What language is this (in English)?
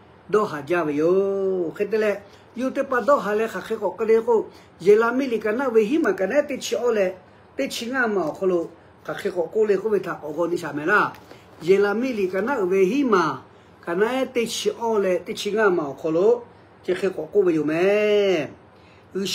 Lahu